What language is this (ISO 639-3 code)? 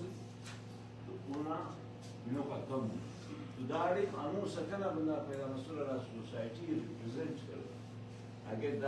brh